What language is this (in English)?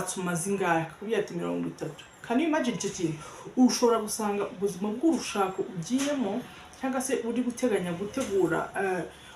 Kinyarwanda